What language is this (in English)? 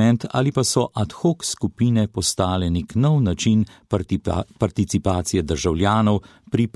Slovenian